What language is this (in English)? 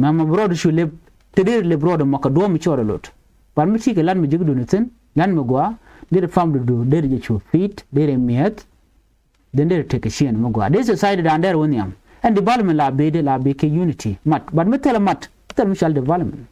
Nuer